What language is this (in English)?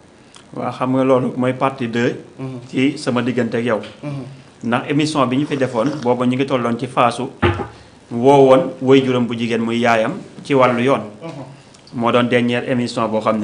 Wolof